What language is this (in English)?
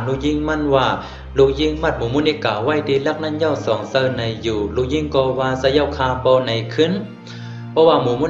Shan